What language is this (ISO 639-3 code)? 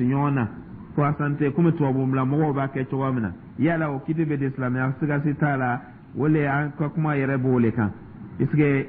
dyu